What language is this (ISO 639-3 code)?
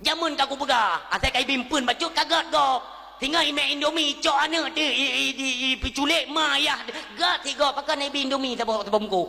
ace